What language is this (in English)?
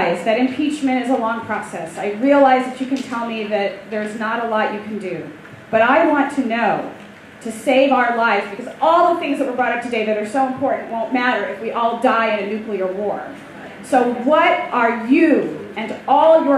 English